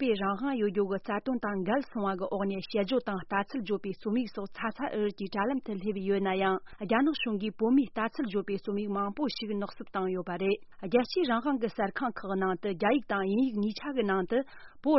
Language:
Tibetan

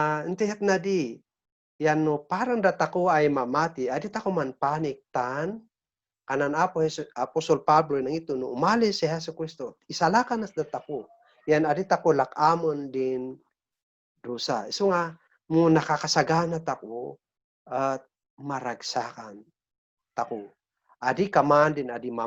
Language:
Kankanaey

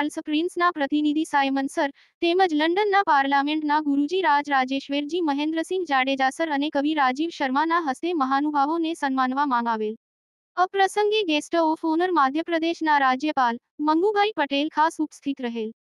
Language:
Gujarati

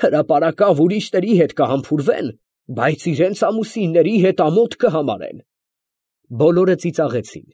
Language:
Armenian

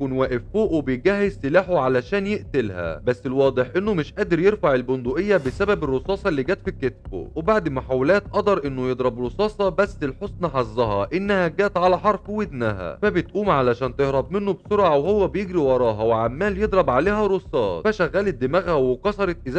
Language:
Egyptian Arabic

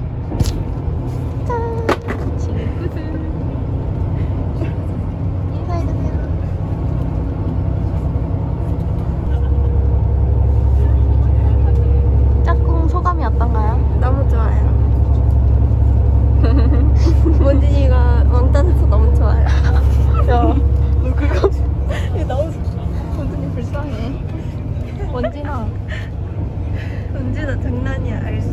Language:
Korean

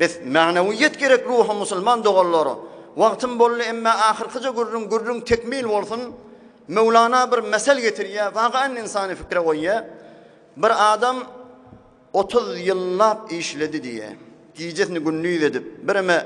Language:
Turkmen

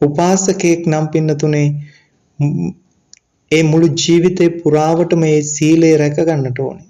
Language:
Sinhala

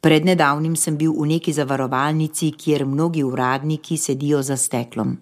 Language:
Slovenian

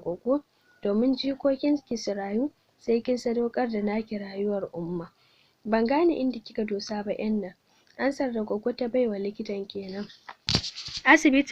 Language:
Hausa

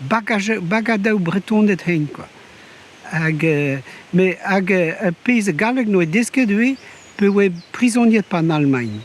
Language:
Breton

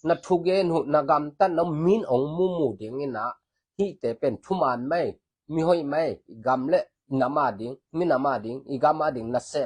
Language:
Tedim Chin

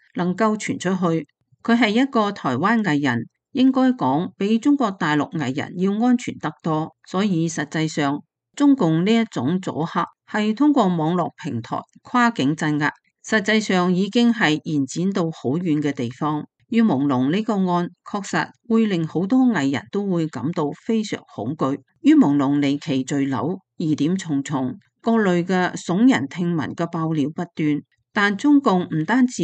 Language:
Cantonese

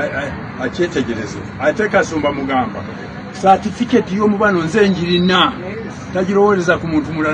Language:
Ganda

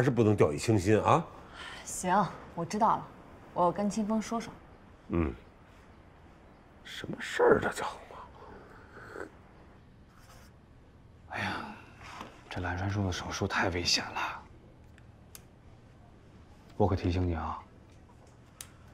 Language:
Chinese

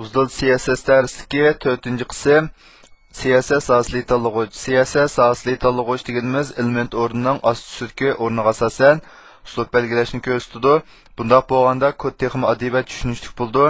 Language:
Uyghur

